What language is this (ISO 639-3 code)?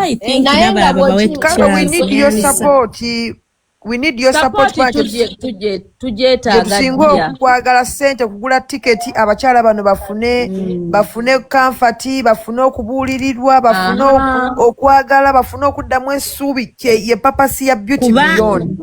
lug